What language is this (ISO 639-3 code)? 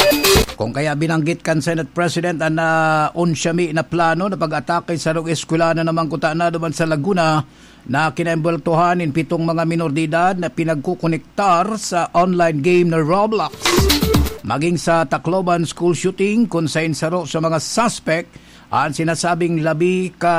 bik